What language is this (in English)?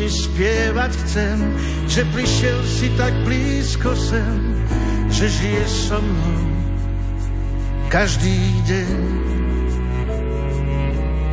Slovak